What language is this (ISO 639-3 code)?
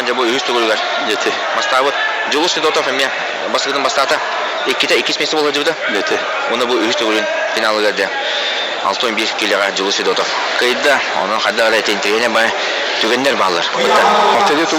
sah